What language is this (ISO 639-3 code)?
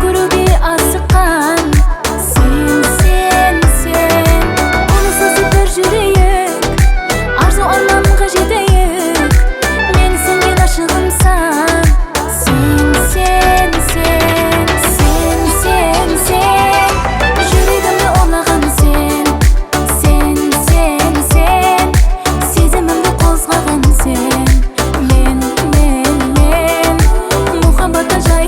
kaa